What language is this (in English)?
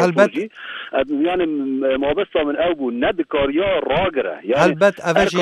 Kurdish